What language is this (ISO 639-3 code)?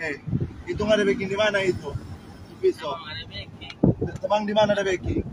xmm